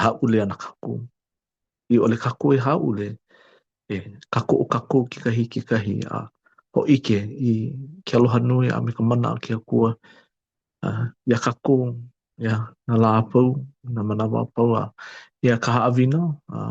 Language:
Hawaiian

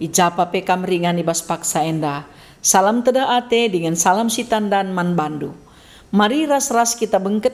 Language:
Batak Karo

